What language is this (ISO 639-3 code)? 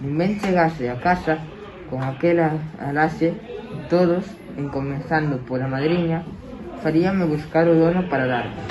glg